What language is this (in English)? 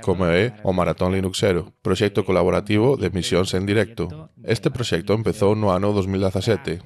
Galician